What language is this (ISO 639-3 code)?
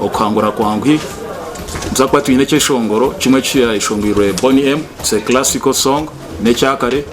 nyn